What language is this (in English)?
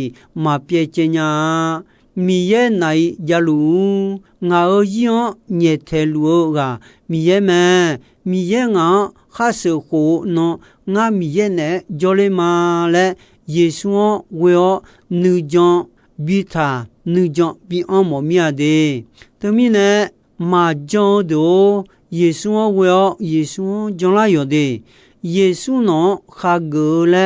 Akha